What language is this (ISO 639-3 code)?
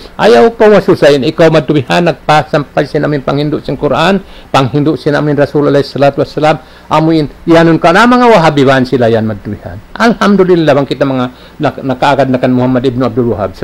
tsg